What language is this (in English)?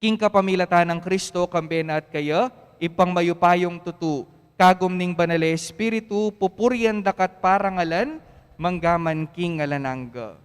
Pampanga